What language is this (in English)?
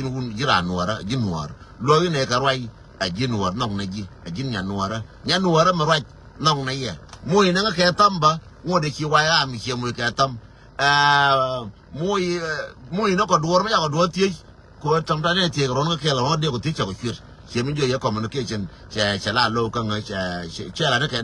Nuer